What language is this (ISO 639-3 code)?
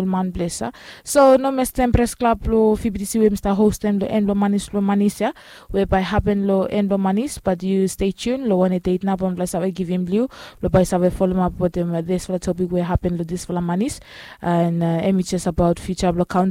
bis